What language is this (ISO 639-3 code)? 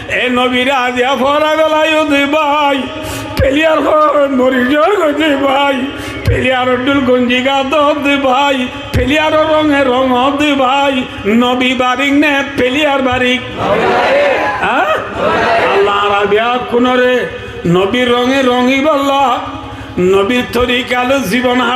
rhg